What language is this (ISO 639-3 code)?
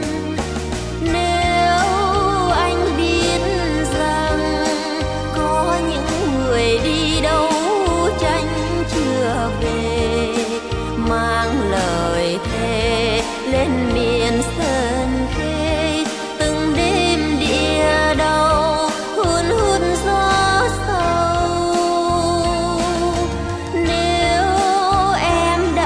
vie